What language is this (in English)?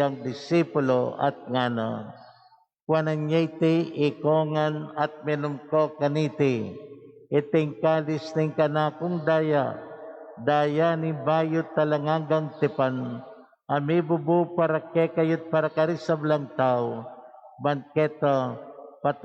Pampanga